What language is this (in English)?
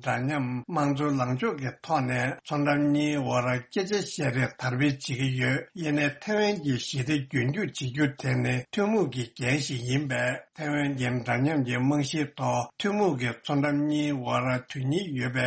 Tibetan